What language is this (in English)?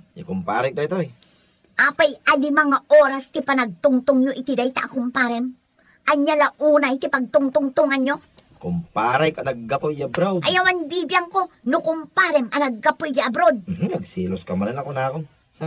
Iloko